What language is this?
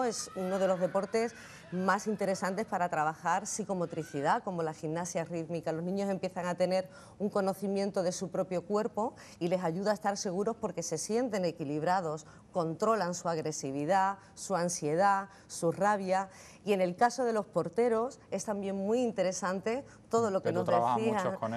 Spanish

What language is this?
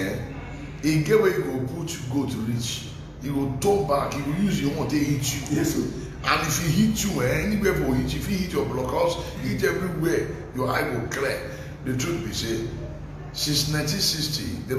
Nigerian Pidgin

